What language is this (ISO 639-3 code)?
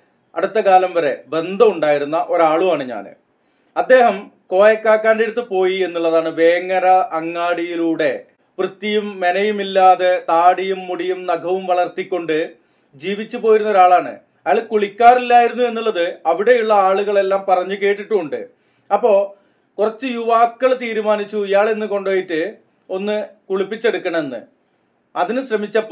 mal